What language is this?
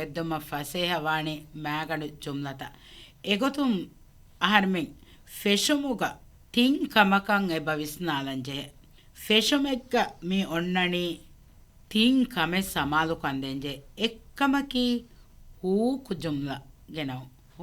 Divehi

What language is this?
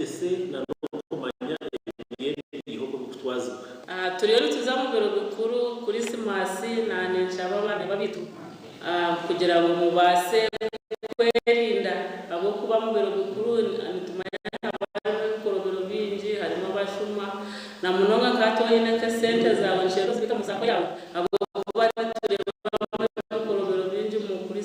Nyankole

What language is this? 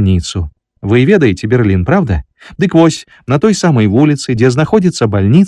Belarusian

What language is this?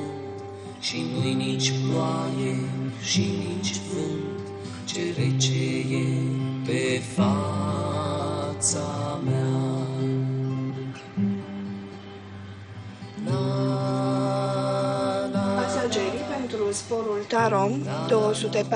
Romanian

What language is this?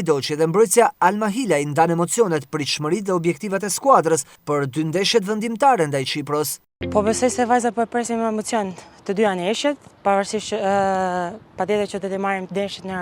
Albanian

